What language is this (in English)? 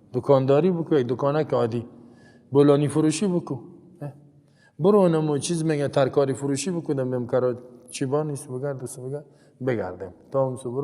Persian